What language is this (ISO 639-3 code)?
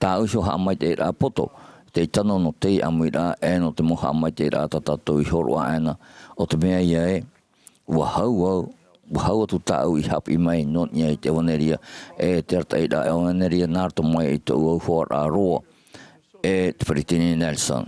tah